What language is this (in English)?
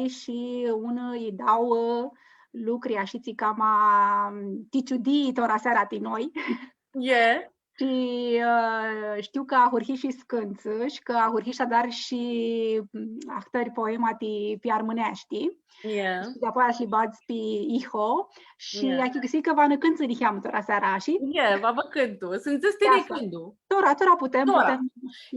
Aromanian